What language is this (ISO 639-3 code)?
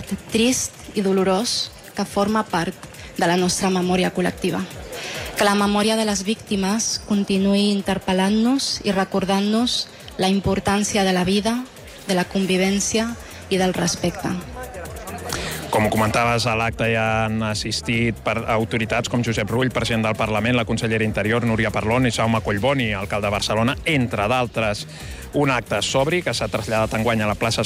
cat